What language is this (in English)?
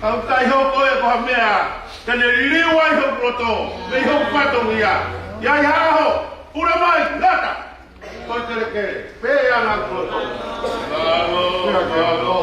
Tongan